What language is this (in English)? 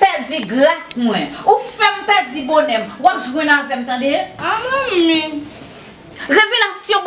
Haitian Creole